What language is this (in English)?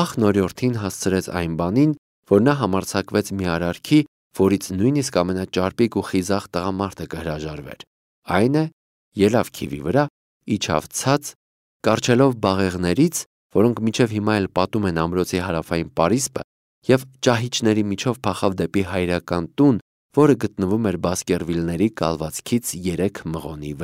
Armenian